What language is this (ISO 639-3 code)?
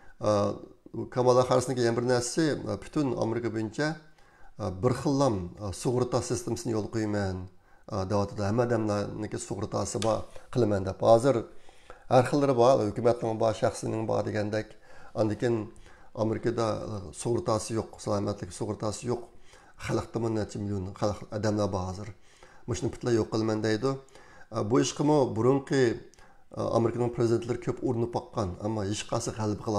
uig